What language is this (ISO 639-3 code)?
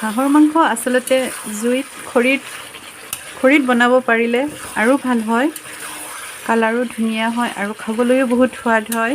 asm